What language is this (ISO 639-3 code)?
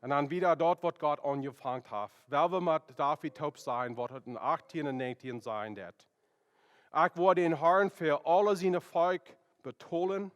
pdt